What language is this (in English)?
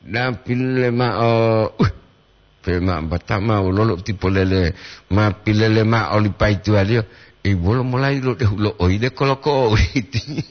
Gorontalo